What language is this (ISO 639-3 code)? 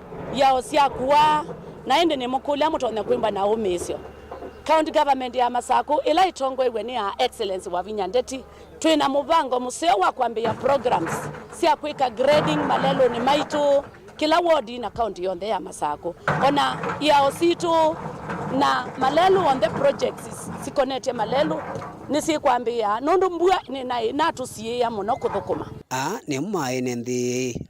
kam